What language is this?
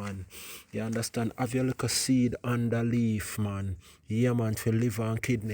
Jamaican Creole English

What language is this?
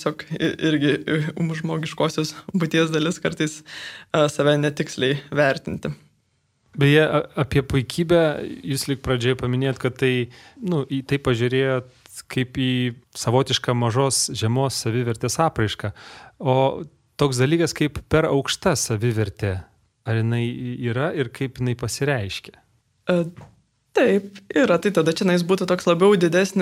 Lithuanian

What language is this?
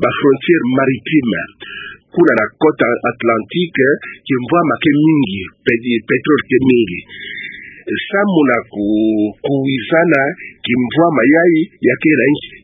Kituba (Democratic Republic of Congo)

